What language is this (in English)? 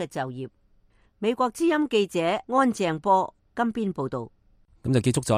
Cantonese